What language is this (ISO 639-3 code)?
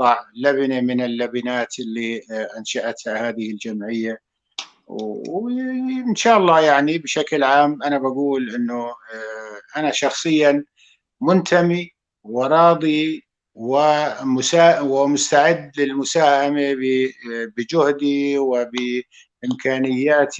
apc